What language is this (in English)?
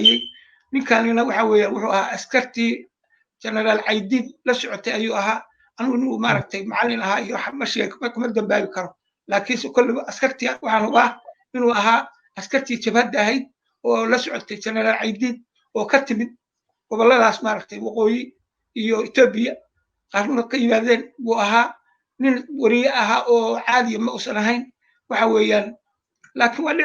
Somali